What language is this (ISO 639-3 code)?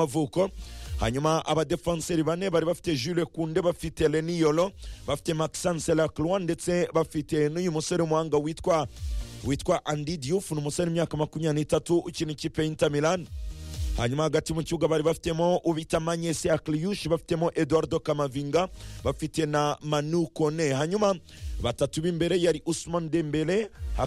kin